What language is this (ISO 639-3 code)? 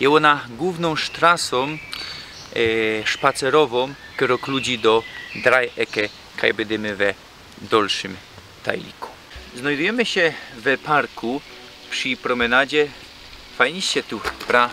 szl